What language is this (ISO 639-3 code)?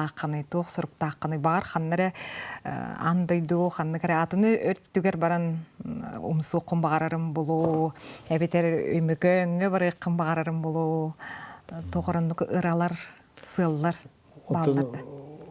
sah